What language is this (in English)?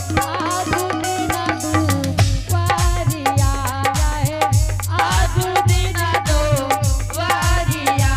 Angika